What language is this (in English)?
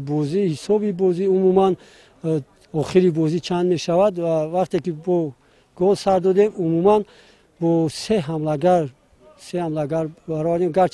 Tajik